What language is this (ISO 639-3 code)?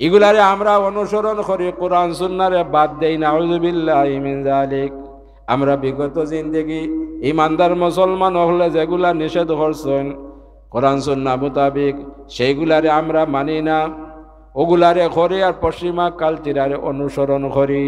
syl